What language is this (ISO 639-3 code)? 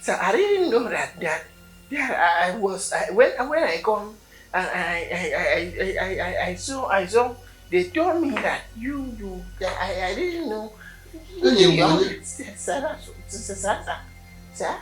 pcm